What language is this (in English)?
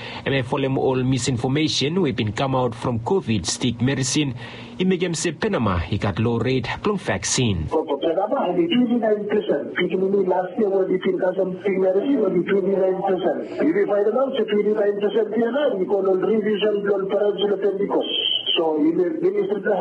Bislama